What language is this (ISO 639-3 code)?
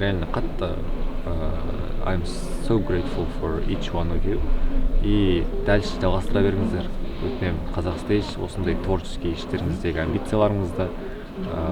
kaz